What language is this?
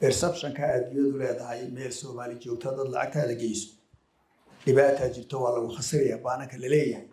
Somali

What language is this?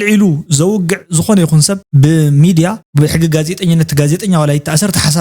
Tigrinya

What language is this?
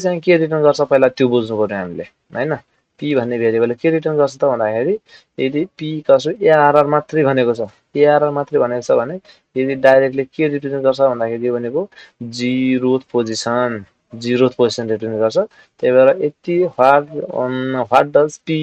Nepali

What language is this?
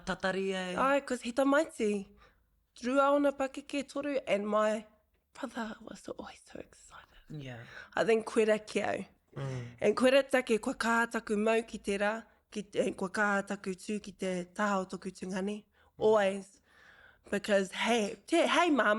Māori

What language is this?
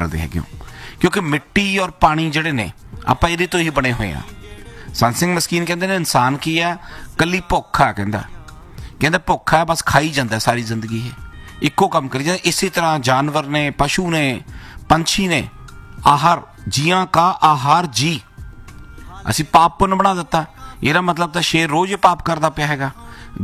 Punjabi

